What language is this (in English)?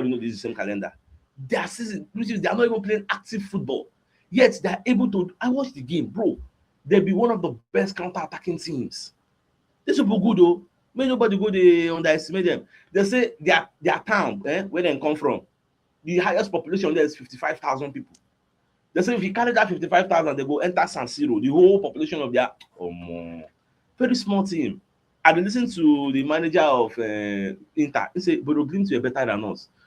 Nigerian Pidgin